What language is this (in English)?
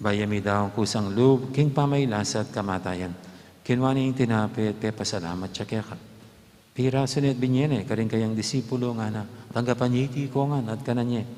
Pampanga